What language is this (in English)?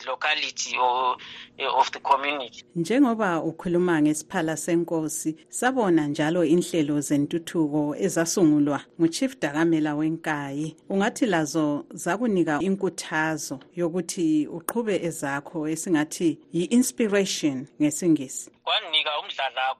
North Ndebele